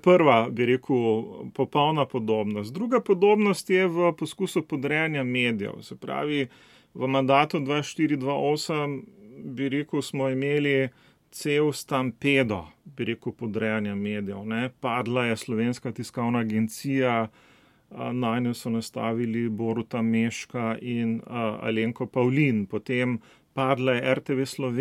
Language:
Slovenian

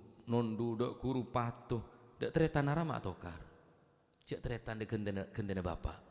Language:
Madurese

